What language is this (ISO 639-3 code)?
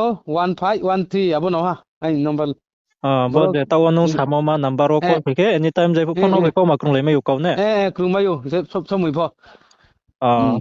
ria